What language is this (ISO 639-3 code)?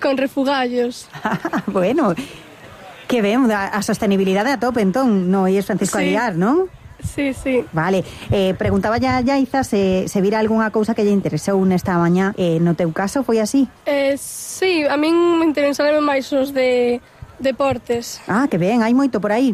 glg